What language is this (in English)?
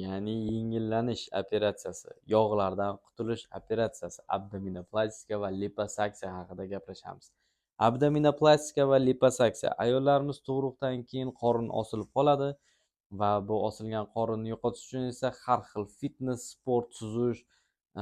Uzbek